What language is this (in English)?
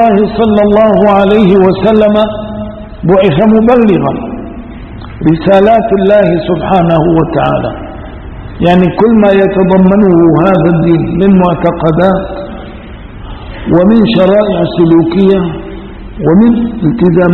Egyptian Arabic